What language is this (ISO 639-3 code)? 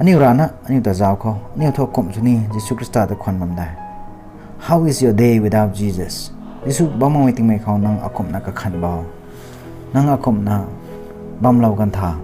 nbu